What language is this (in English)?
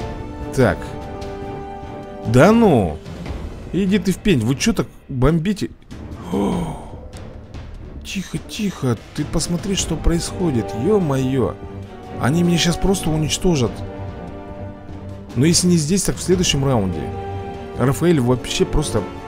Russian